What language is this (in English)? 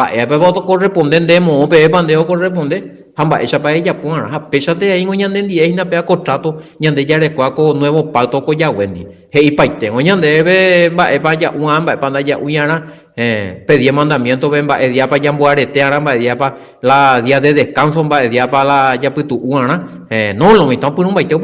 Guarani